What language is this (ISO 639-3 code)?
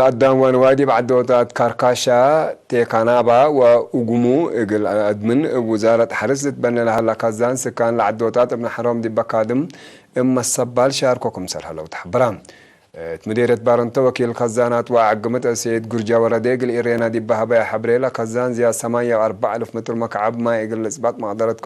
tig